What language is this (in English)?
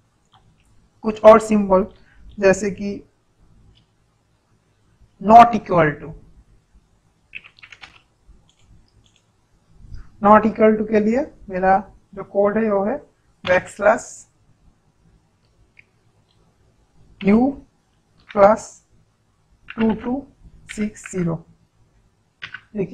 Hindi